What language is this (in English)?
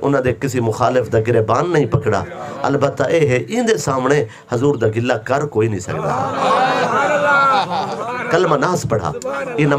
Saraiki